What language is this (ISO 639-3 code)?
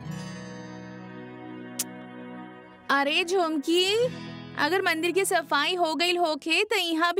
bho